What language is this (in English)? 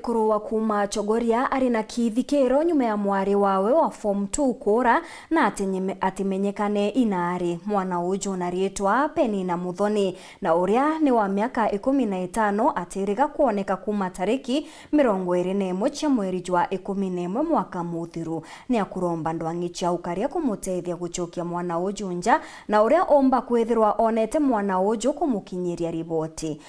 Meru